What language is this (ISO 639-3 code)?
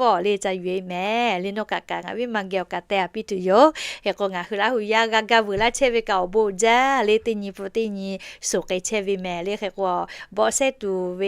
lhu